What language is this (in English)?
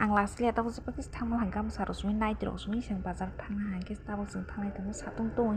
Kok Borok